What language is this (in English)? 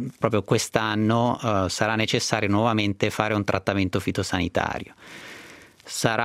Italian